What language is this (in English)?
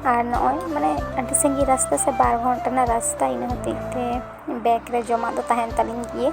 Santali